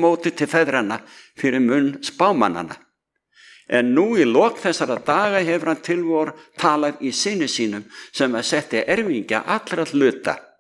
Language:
Icelandic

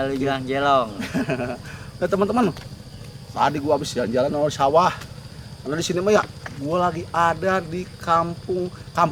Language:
Betawi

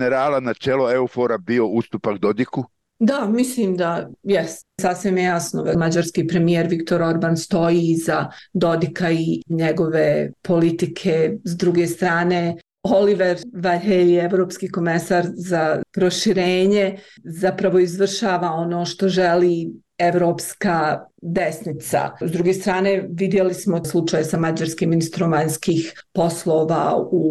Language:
Bosnian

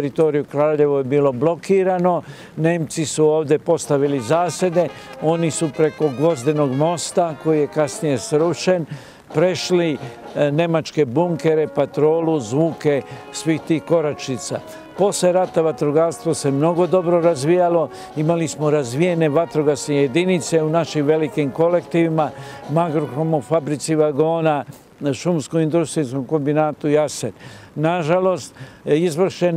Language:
Serbian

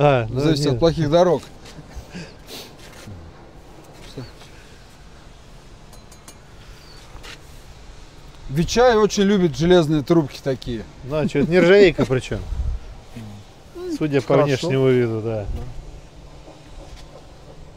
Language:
Russian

